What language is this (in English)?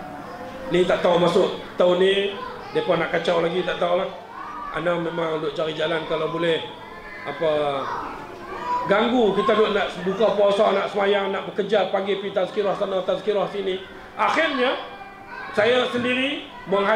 Malay